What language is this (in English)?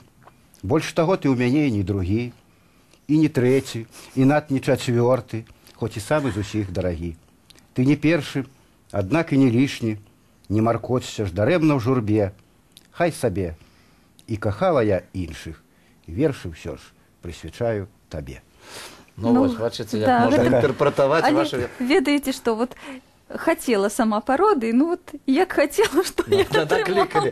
Belarusian